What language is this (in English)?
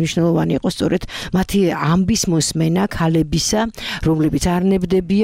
Georgian